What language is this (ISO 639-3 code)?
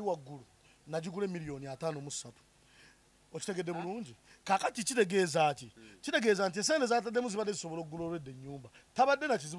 lug